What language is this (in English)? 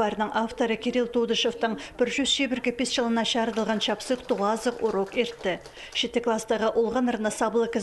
Khakas